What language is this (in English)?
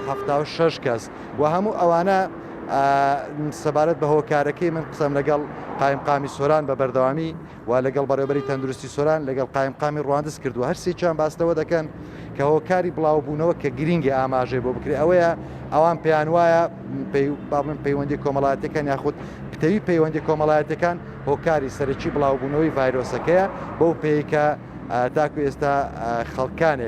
Central Kurdish